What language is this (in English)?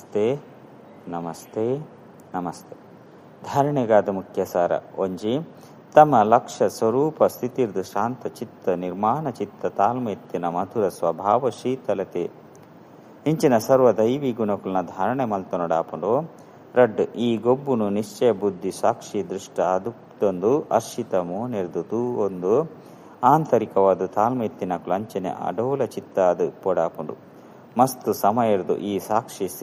Tulu